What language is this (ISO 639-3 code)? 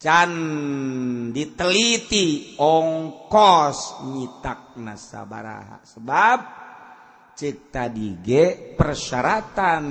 sun